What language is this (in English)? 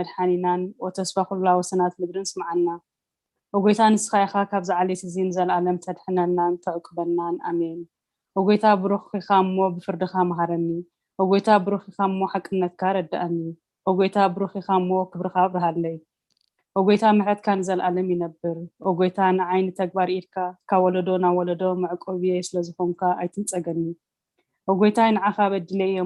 Tigrinya